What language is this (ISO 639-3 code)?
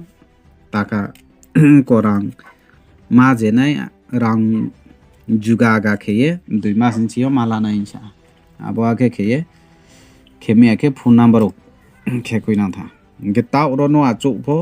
ria